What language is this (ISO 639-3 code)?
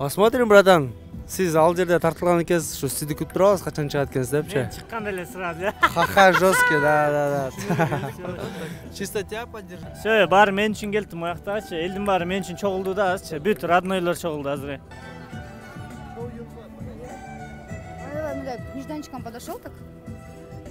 kir